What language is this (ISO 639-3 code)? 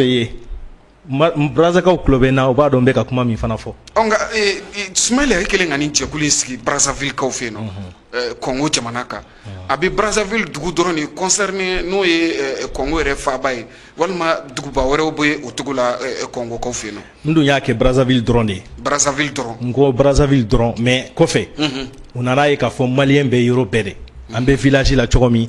bam